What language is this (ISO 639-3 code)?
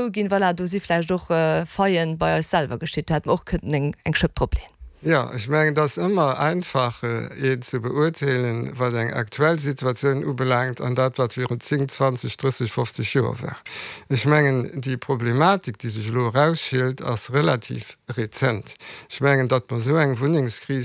ltz